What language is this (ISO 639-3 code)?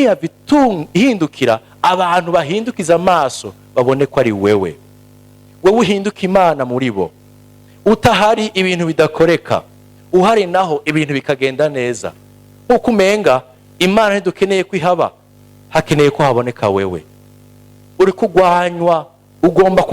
run